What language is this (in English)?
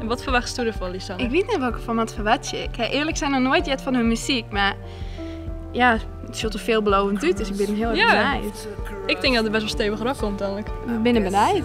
Western Frisian